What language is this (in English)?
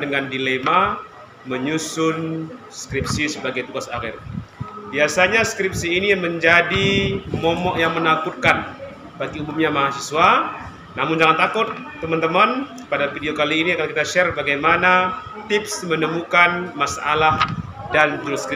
Indonesian